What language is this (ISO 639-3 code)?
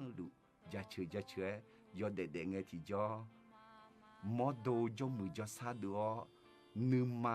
ahk